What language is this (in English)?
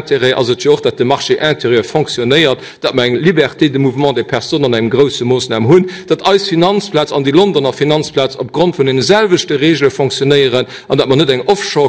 Luxembourgish